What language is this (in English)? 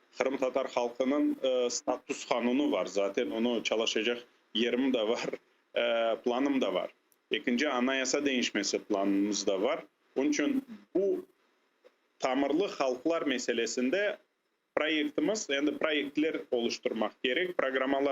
Crimean Tatar